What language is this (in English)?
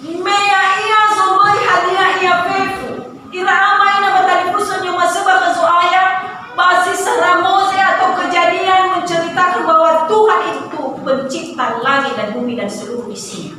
Nias